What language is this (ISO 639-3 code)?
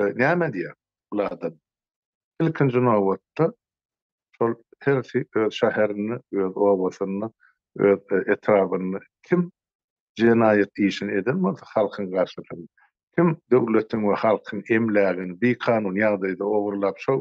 tuk